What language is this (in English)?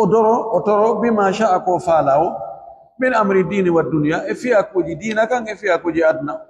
Pular